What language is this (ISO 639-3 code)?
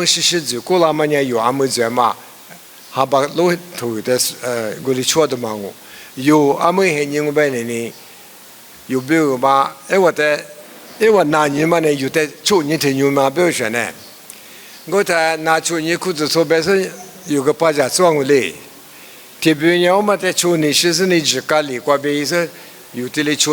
lis